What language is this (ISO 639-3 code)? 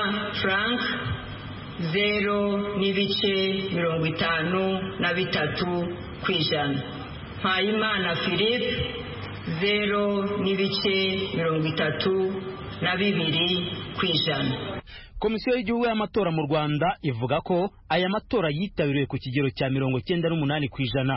kin